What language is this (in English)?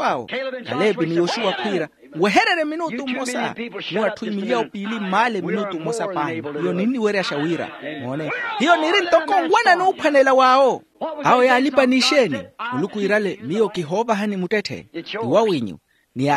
Makhuwa